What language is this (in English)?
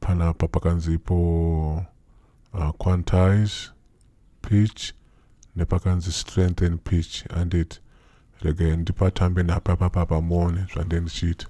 Shona